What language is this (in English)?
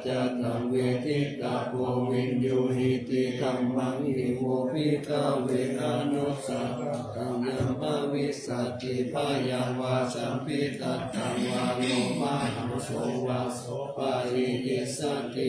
Pali